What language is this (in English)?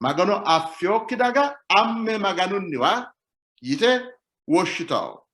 Sidamo